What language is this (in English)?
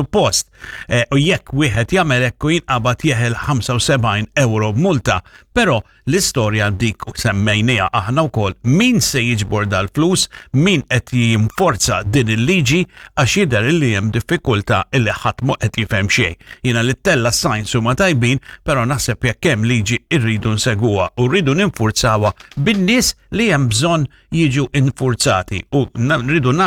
Maltese